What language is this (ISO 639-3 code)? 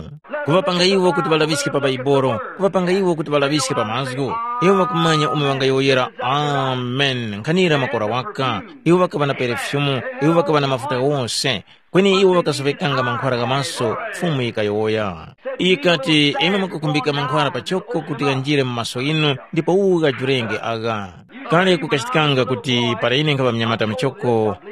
tum